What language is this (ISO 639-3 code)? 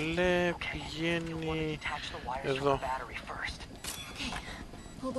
ell